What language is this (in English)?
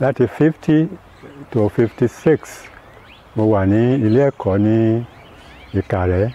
Yoruba